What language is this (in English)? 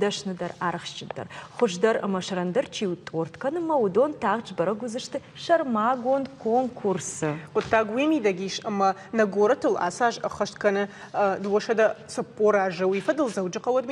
Ossetic